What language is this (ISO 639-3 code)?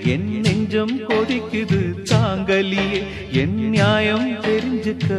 tam